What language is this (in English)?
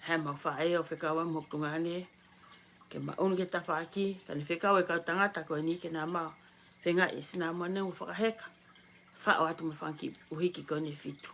Tongan